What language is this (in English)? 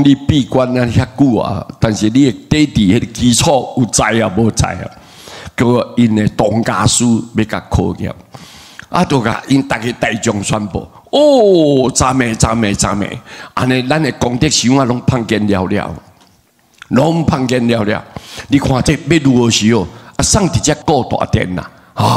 Min Nan Chinese